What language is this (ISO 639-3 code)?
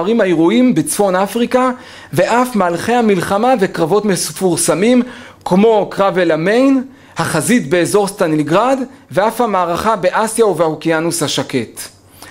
heb